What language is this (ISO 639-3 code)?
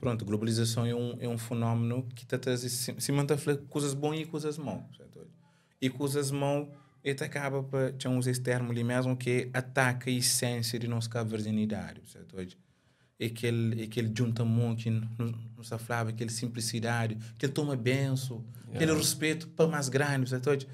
kea